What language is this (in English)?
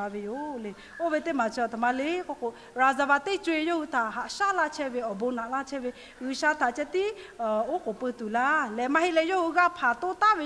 Lahu